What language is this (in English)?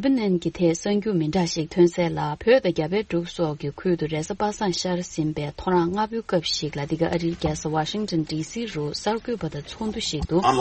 Tibetan